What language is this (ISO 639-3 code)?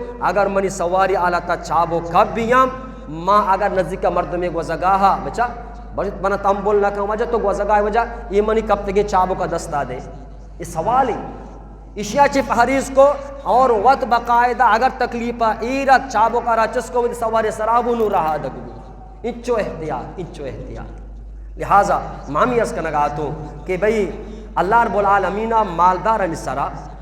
bgp